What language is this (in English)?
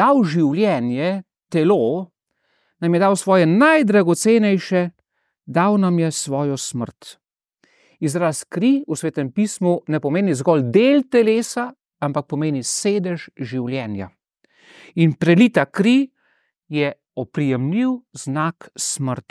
Slovenian